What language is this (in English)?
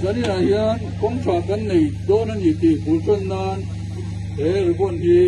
Mizo